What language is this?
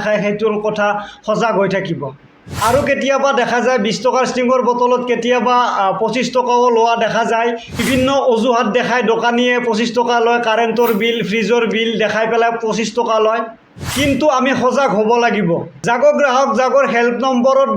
Assamese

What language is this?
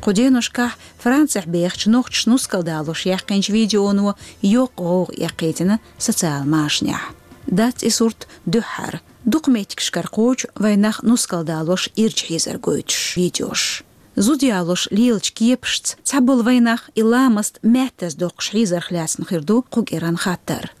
Chechen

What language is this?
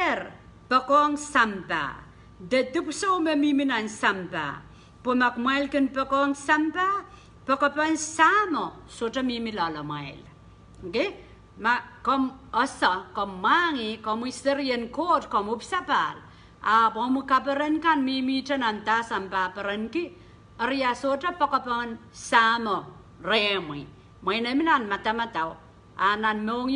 Pohnpeian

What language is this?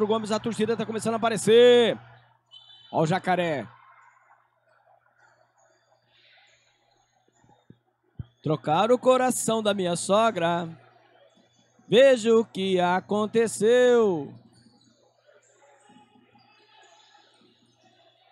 Portuguese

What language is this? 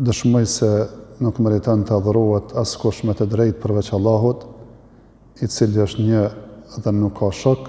Albanian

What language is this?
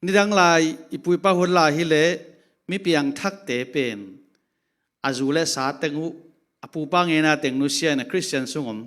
Tedim Chin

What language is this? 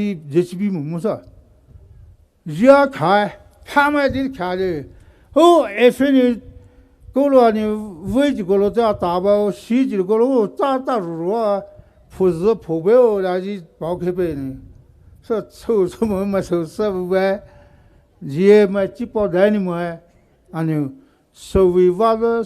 Poumei Naga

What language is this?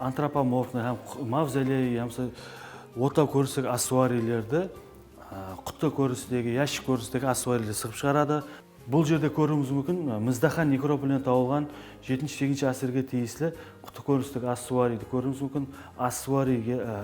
Kara-Kalpak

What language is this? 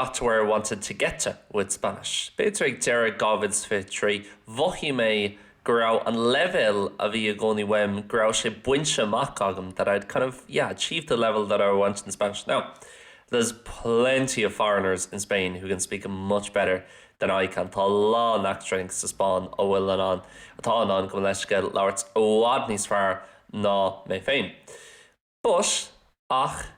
Irish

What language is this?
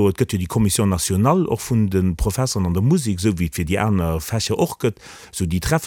Luxembourgish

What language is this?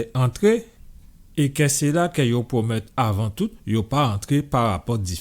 Guadeloupean Creole French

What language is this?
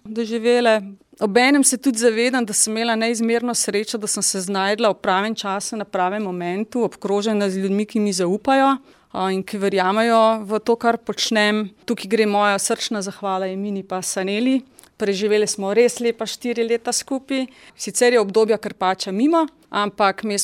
Slovenian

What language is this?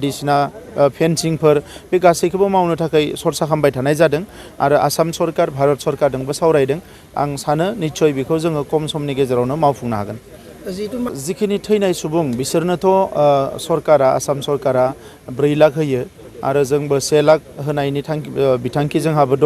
Bodo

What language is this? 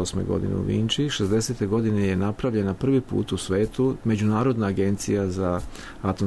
Serbian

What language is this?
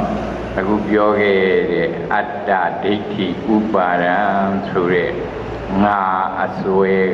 Burmese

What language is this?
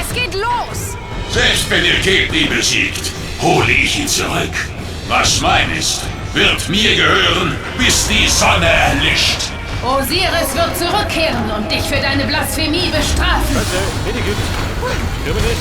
Bavarian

